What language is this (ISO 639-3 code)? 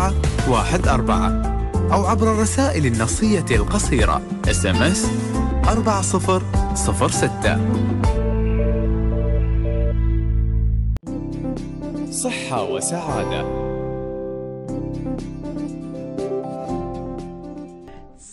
ara